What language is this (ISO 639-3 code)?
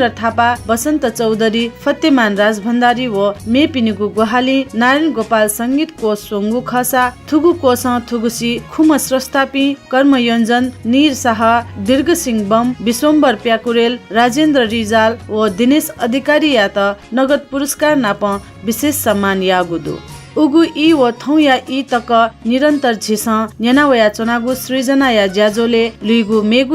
new